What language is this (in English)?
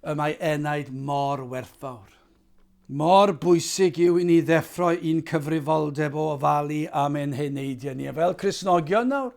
Welsh